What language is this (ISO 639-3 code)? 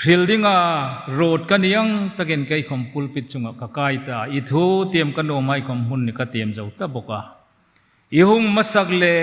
hmr